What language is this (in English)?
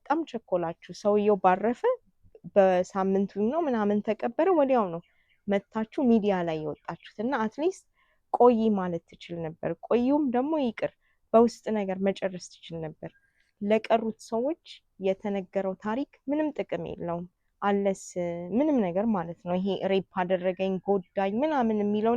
Amharic